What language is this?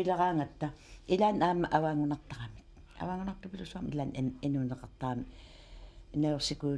Kalaallisut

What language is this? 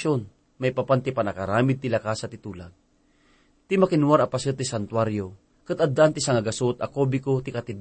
Iloko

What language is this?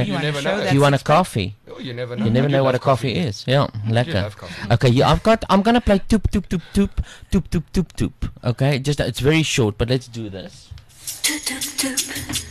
English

